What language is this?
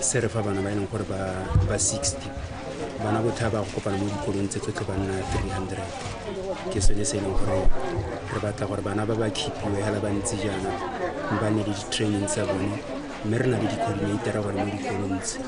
Tswana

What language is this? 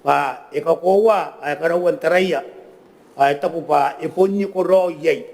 Gilbertese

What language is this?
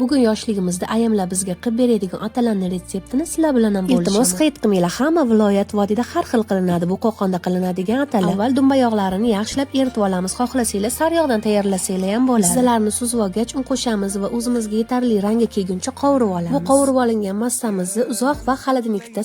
Uzbek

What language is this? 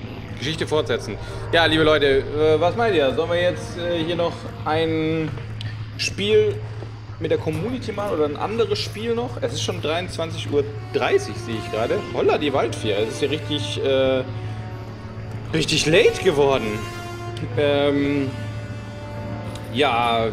German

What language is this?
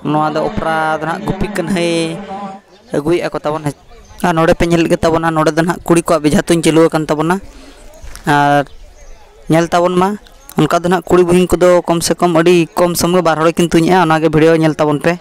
Santali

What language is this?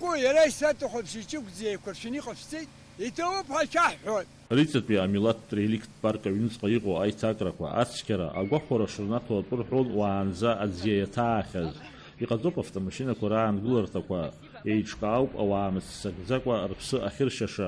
Abkhazian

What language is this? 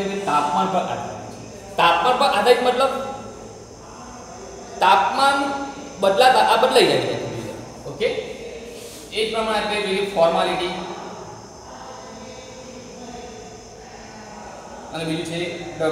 Gujarati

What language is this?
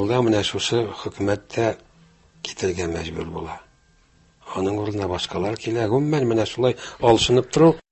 Tatar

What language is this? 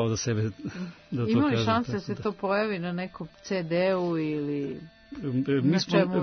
Serbian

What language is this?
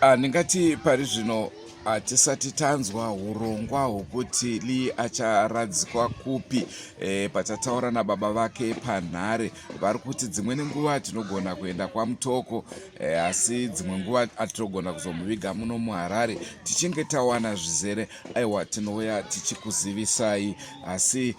Shona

